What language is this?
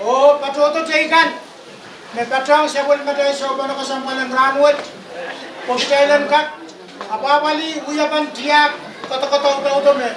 Pohnpeian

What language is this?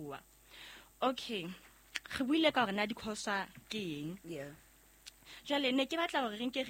Southern Sotho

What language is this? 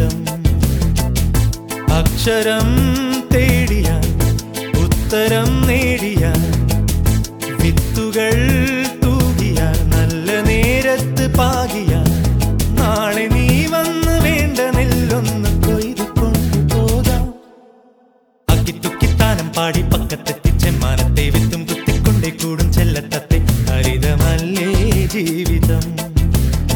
Malayalam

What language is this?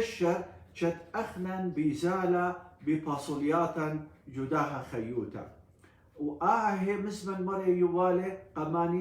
Assyrian Neo-Aramaic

